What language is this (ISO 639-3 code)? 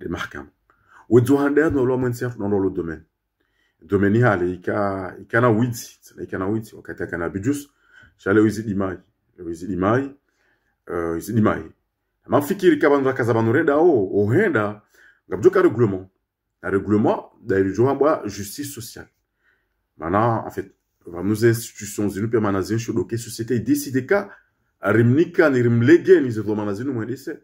zdj